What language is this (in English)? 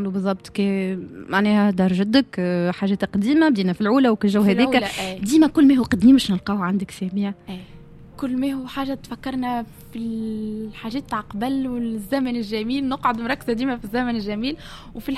Tunisian Arabic